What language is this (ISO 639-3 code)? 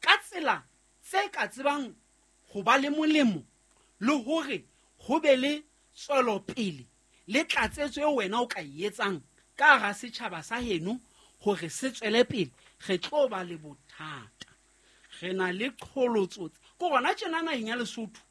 sot